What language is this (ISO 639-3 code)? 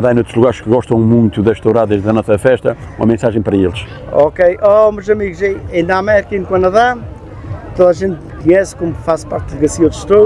por